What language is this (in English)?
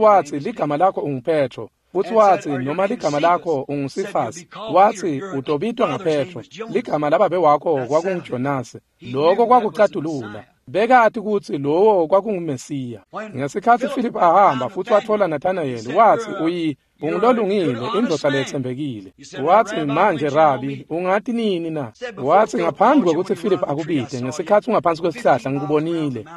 Swati